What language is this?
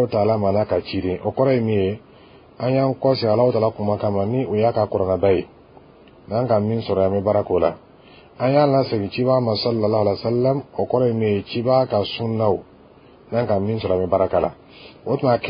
Dyula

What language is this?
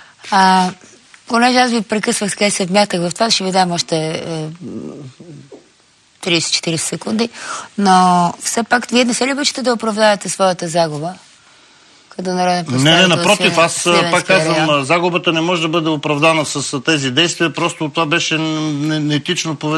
Bulgarian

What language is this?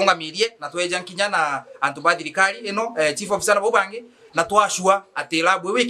Meru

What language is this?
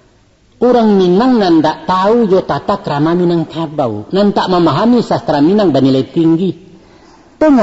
Minangkabau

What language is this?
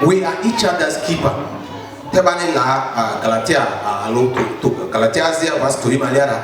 Lugbara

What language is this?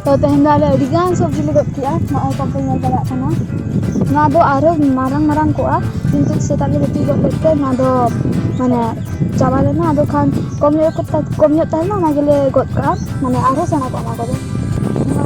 Santali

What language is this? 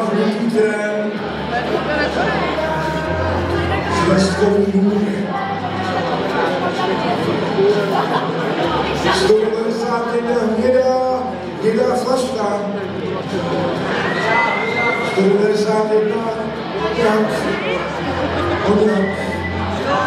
Czech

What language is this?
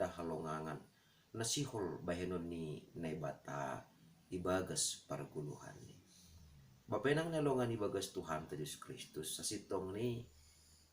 Batak Simalungun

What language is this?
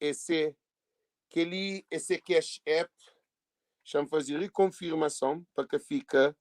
Kabuverdianu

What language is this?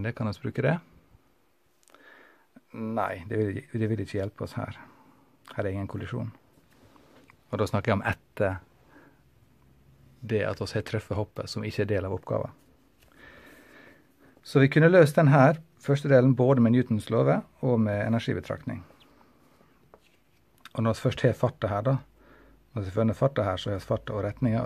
Norwegian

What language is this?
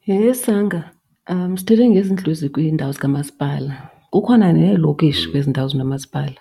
Xhosa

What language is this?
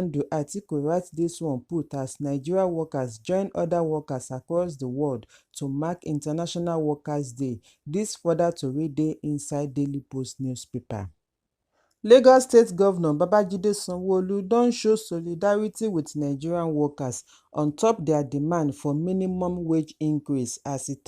Nigerian Pidgin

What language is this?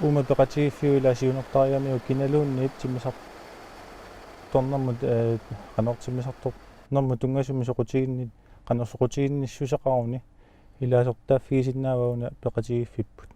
Kalaallisut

